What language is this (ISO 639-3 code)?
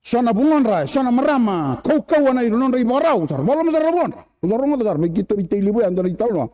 fij